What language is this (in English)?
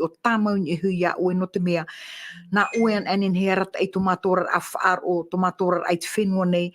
Tahitian